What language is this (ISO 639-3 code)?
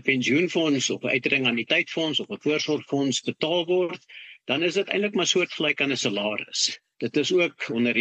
afr